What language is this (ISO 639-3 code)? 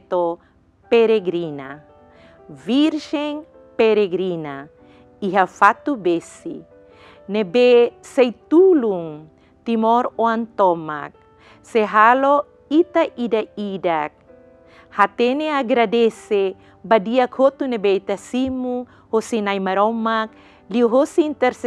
tet